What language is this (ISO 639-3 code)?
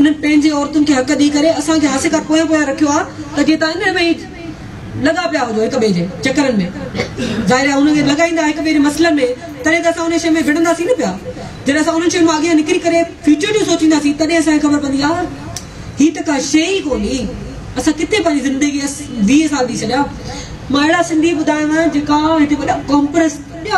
snd